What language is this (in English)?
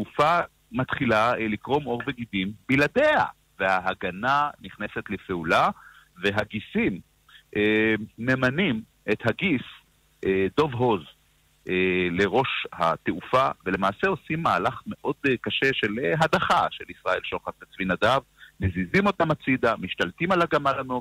Hebrew